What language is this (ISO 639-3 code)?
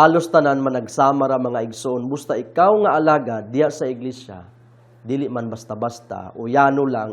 ceb